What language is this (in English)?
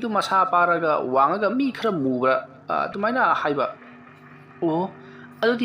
Manipuri